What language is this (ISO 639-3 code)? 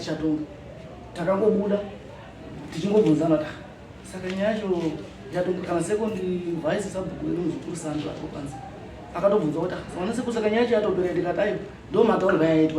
sna